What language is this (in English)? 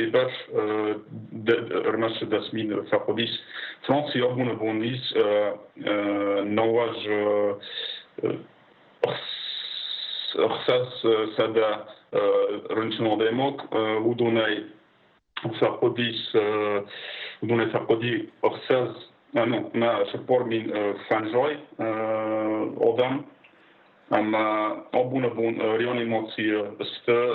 Ossetic